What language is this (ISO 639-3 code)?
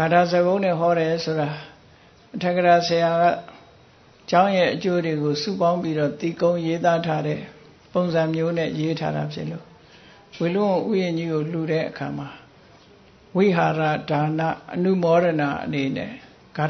mya